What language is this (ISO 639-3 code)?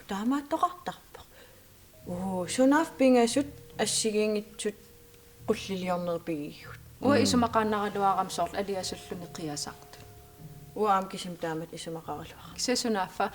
kal